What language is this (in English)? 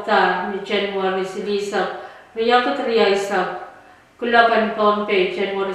Pohnpeian